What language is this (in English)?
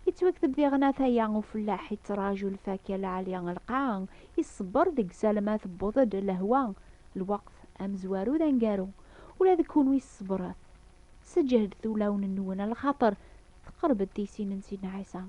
Kabyle